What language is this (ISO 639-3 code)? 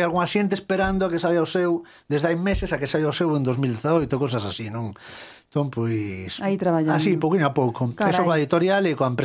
glg